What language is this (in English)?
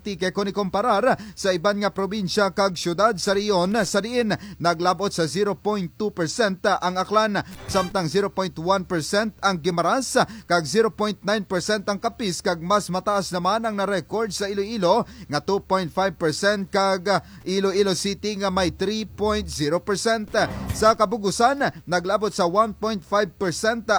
Kinaray-a